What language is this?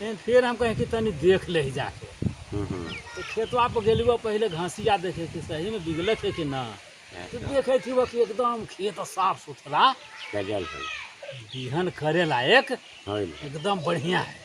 Magahi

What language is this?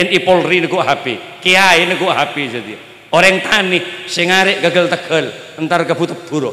Madurese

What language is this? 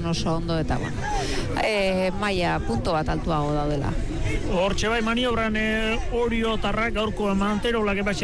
Basque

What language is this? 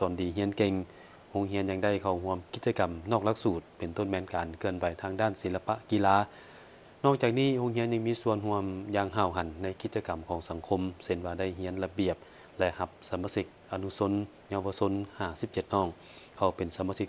Lao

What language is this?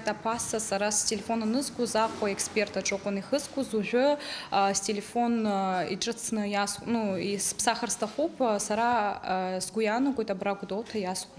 Abkhazian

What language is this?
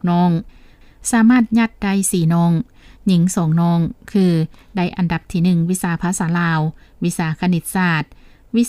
Lao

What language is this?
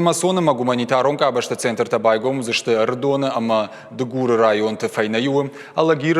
Ossetic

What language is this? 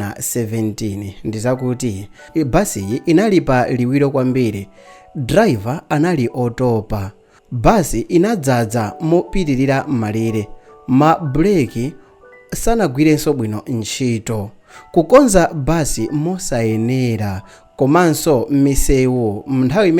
Nyanja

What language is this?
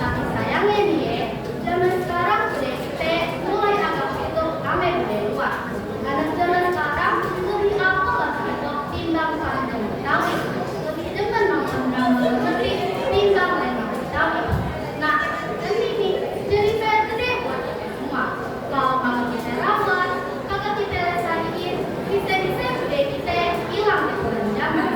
Betawi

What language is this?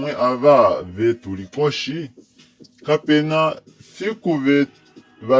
Kuanyama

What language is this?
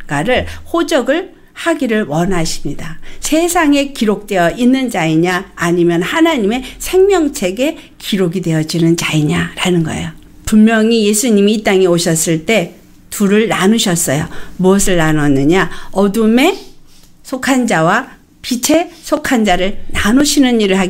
Korean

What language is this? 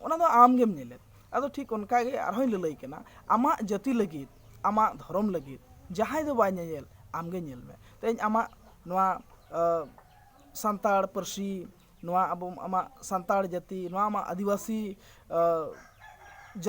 Santali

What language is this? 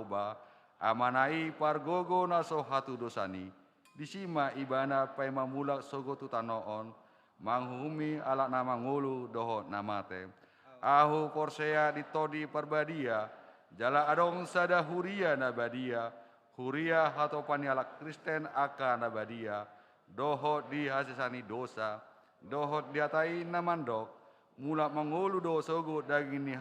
Batak Toba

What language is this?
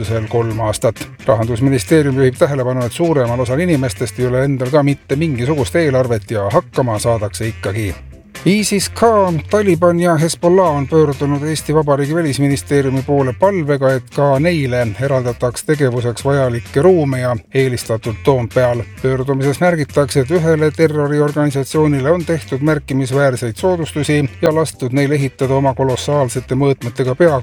Estonian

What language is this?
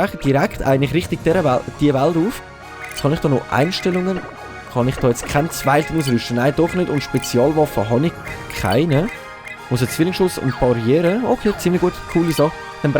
Swiss German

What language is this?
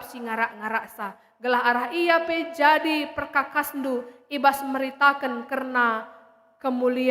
Batak Karo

